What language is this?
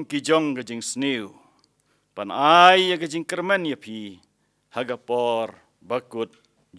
Khasi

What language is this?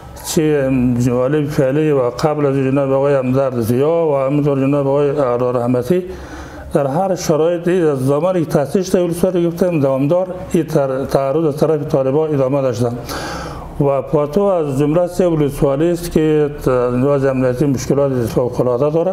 Persian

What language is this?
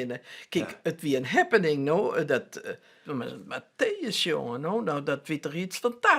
Western Frisian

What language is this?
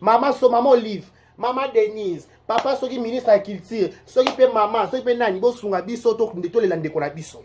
Lingala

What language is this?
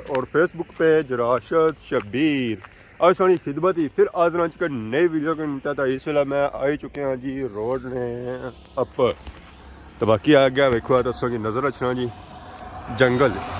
Pahari-Potwari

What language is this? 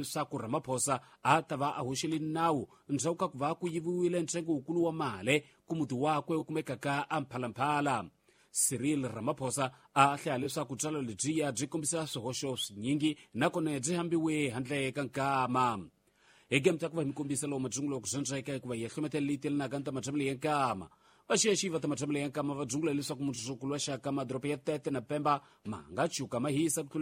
Tsonga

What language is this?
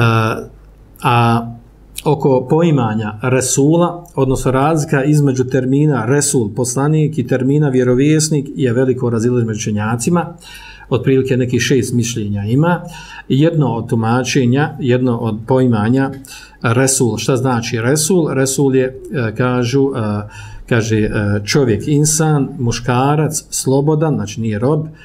Bosnian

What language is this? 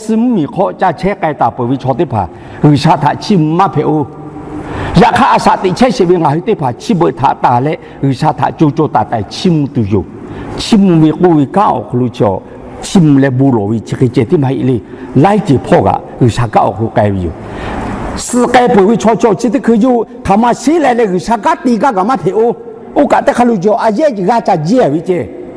Lahu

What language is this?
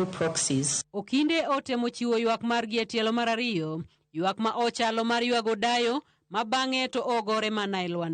Luo (Kenya and Tanzania)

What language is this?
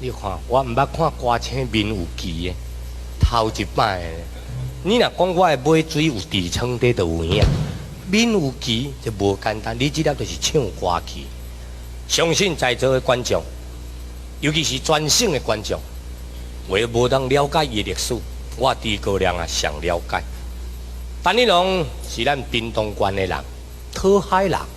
Min Nan Chinese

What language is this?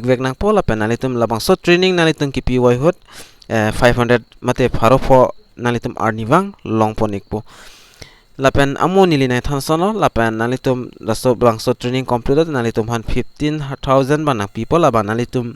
Karbi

